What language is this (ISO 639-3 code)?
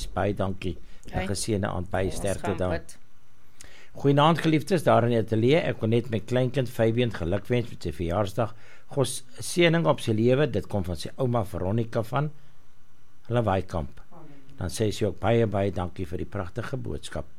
afr